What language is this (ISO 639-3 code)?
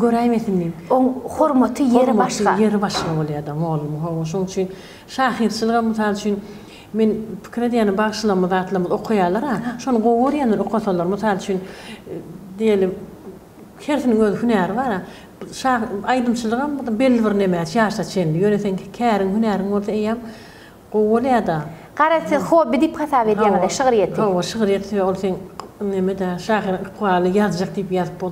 tuk